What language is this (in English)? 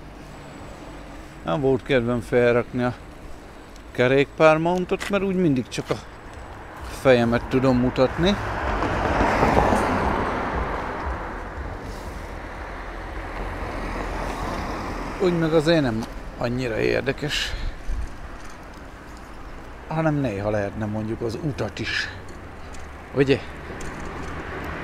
Hungarian